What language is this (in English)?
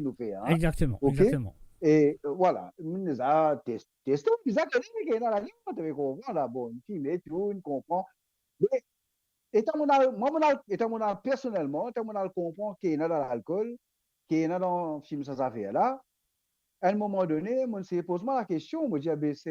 Morisyen